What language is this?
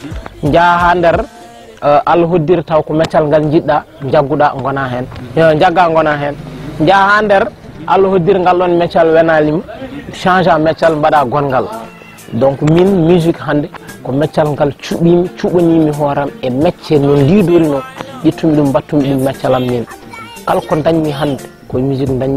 Fula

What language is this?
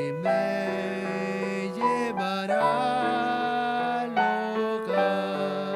Aymara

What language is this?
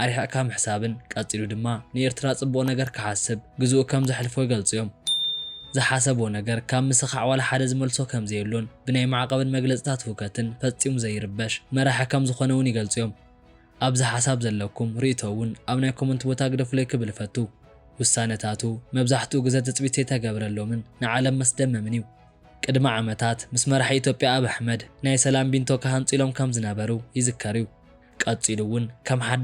Tigrinya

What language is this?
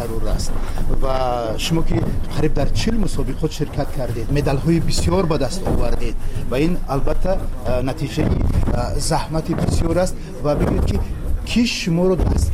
Tajik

